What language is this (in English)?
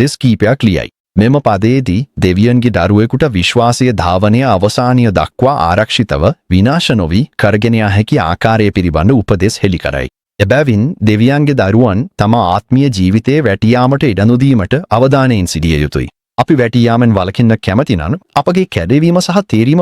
Sinhala